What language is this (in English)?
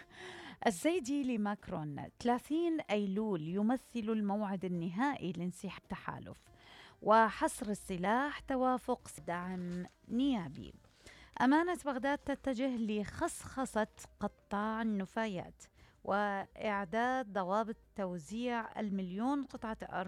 Mesopotamian Arabic